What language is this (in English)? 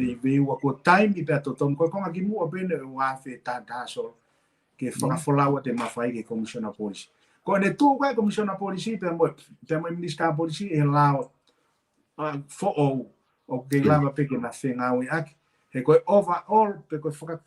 Tongan